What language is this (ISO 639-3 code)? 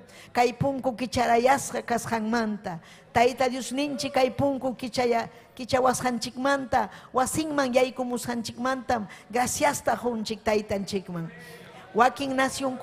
quy